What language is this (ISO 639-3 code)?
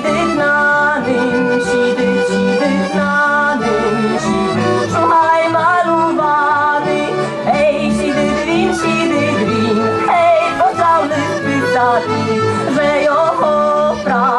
rue